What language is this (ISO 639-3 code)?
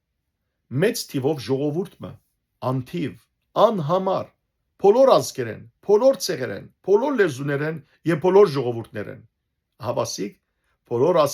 hyw